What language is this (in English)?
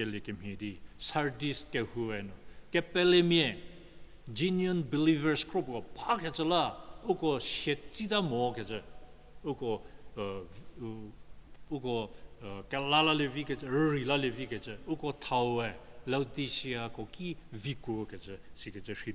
Angami Naga